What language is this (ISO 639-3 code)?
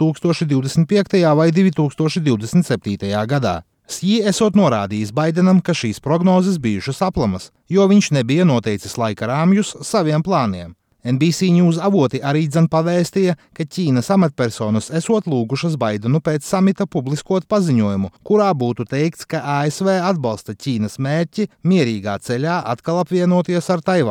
lav